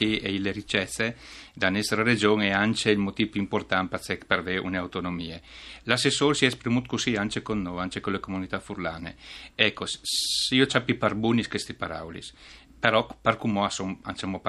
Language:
Friulian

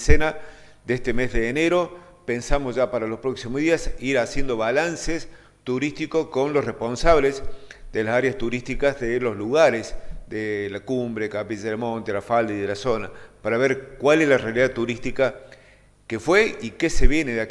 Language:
Spanish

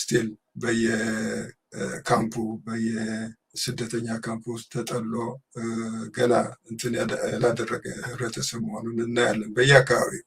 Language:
Amharic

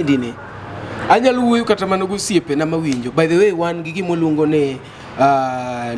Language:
Luo (Kenya and Tanzania)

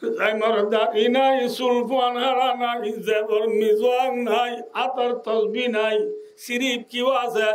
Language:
Rohingya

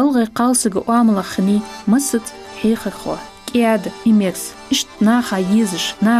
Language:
Ingush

